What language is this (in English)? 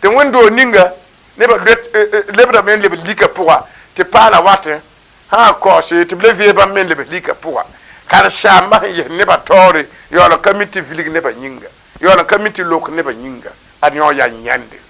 Mossi